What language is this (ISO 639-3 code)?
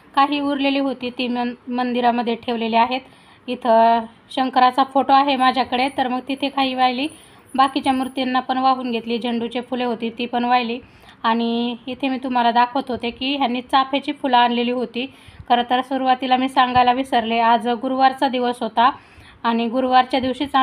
mar